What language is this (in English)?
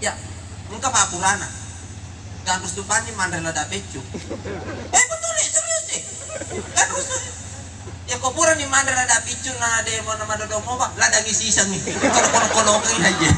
Buginese